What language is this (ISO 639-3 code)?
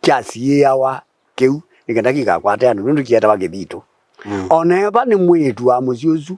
kam